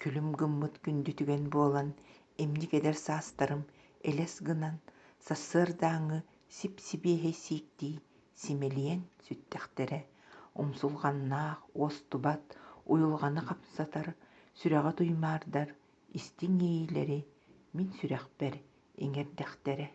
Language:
Yakut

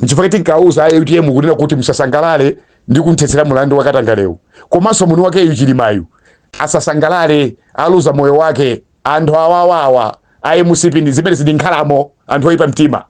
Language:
Nyanja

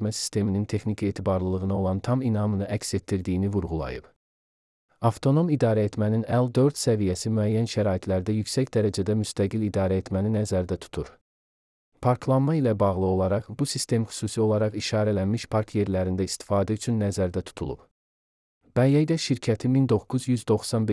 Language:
Azerbaijani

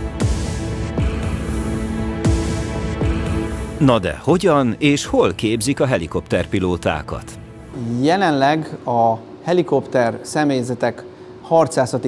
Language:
Hungarian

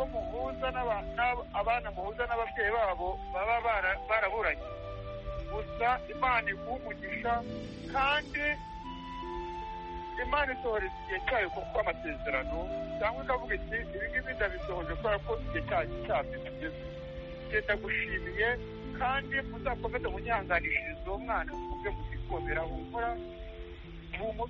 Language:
Kinyarwanda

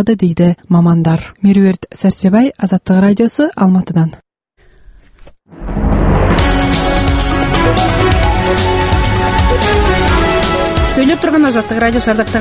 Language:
Kazakh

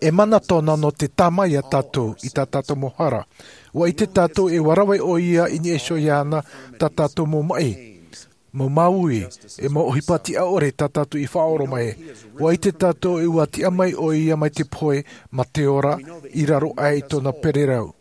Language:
Tahitian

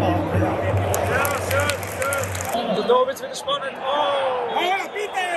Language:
Swiss German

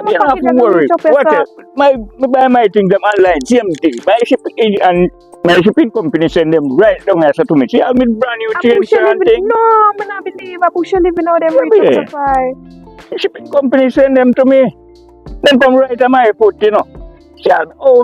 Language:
Jamaican Creole English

